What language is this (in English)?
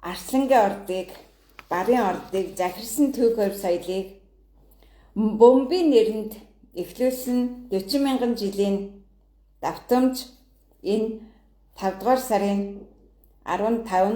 Mongolian